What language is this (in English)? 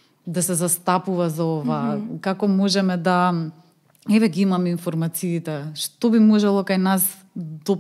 Macedonian